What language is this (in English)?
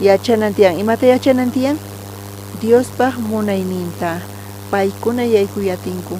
South Bolivian Quechua